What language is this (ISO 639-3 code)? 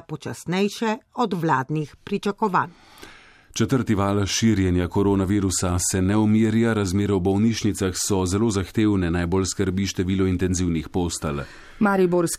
slv